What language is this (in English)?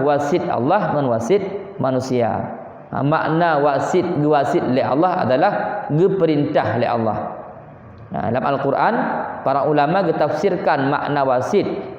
Achinese